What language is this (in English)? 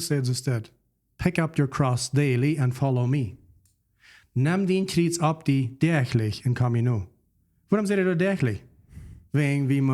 Plautdietsch